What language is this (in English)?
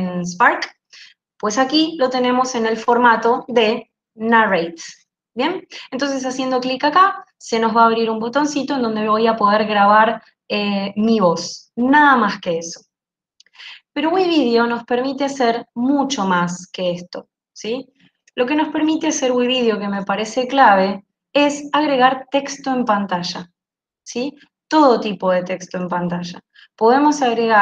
Spanish